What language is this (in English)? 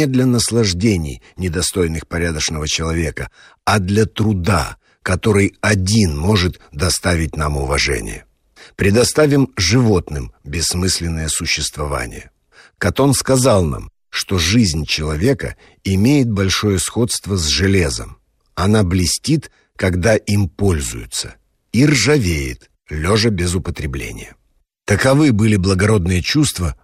Russian